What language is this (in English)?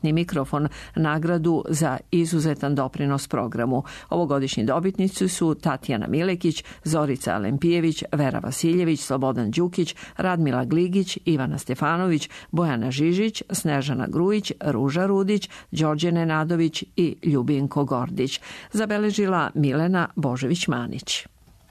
Serbian